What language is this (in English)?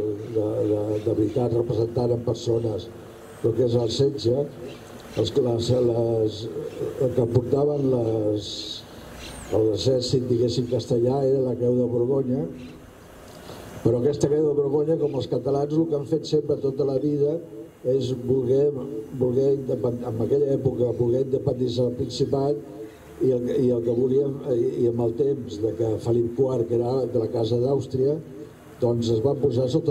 Catalan